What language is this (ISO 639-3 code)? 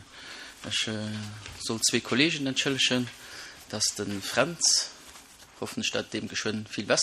ltz